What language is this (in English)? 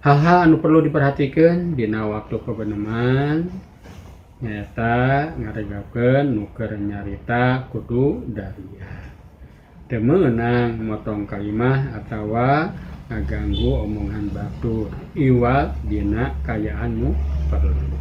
Sundanese